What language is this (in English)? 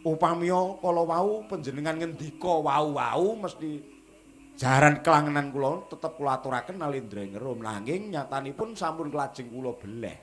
Javanese